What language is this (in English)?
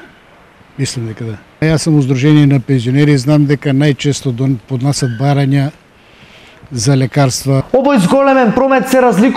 Macedonian